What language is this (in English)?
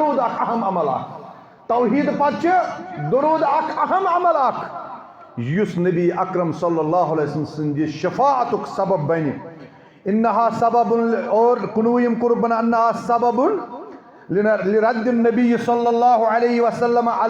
Kashmiri